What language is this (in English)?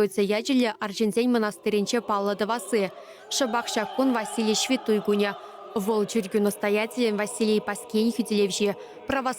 Chuvash